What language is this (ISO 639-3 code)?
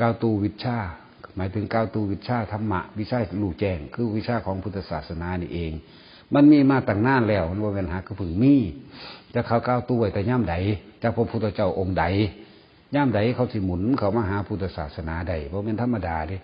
tts